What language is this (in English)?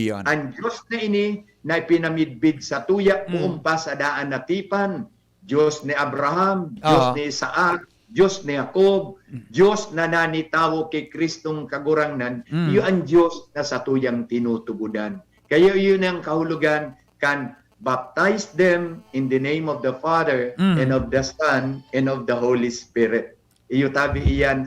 Bikol